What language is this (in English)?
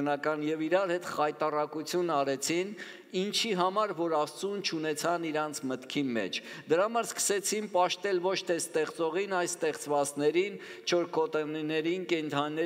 Armenian